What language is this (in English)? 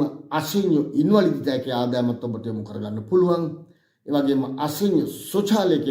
Sinhala